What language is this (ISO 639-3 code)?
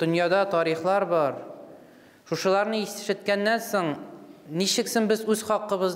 tat